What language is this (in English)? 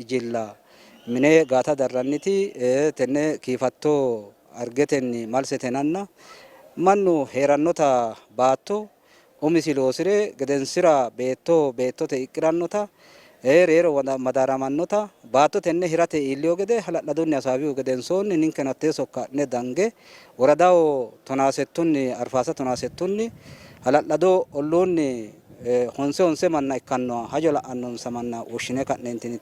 Sidamo